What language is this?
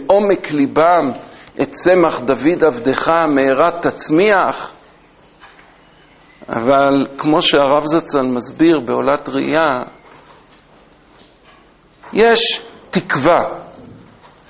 Hebrew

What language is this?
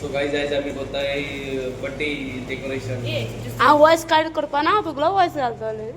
Konkani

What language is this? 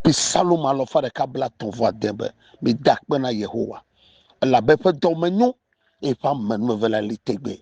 Ewe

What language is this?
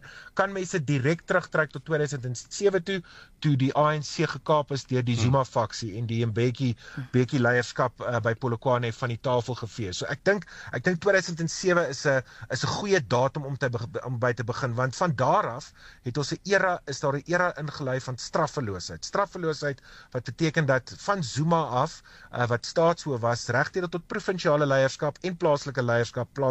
Afrikaans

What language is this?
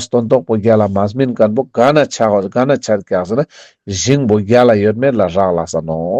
Ladakhi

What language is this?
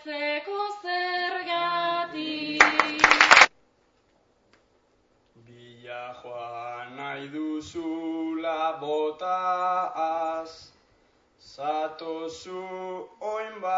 Basque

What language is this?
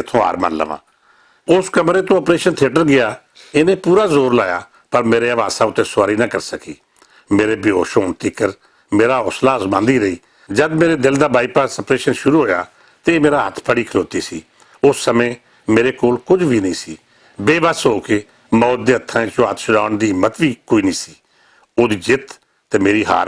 Western Panjabi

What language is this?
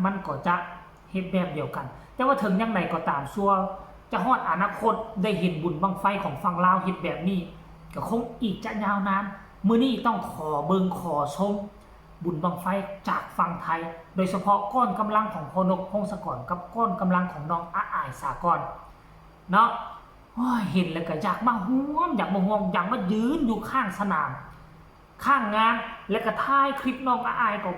Northeastern Thai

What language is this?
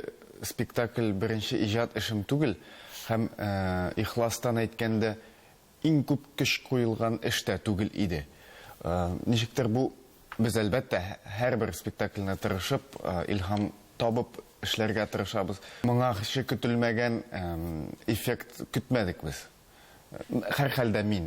Tatar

